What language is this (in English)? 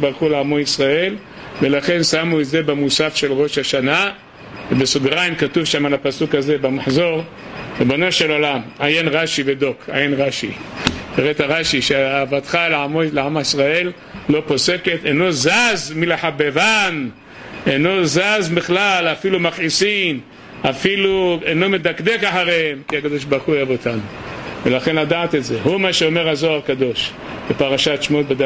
Hebrew